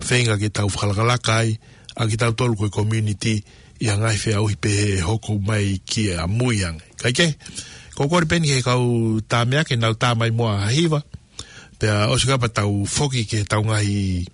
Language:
Tongan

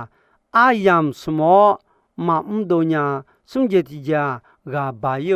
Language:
Akha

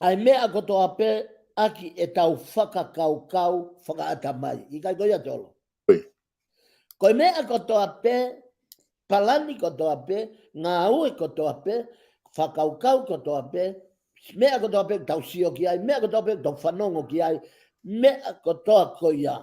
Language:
Tongan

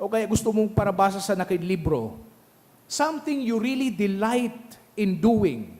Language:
Bikol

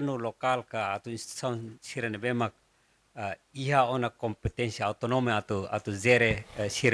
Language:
Tetum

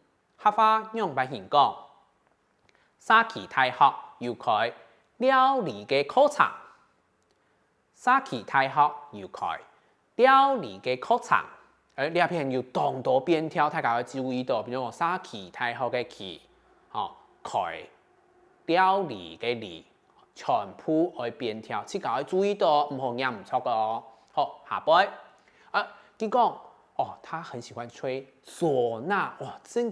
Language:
Hakka Chinese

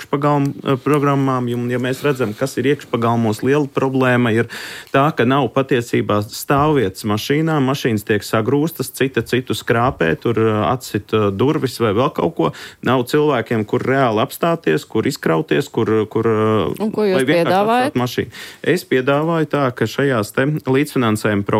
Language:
Latvian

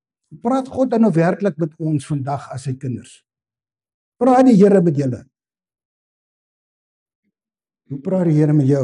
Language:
Afrikaans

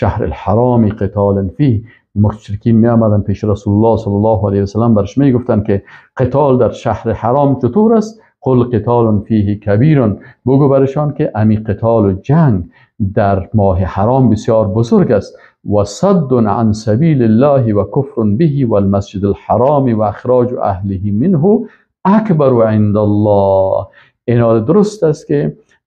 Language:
Persian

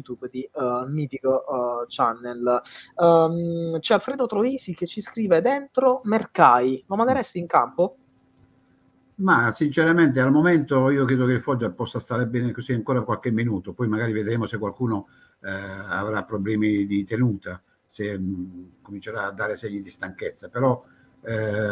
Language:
Italian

